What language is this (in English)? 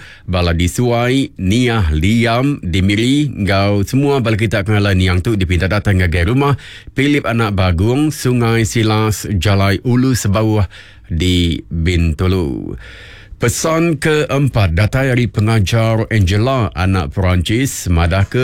Iban